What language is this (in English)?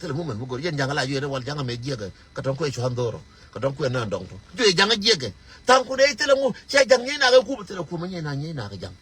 Nuer